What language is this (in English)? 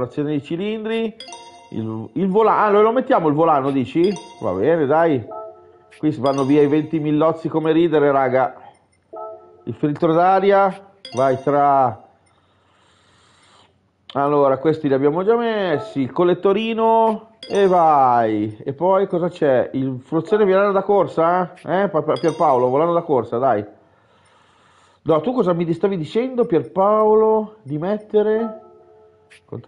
Italian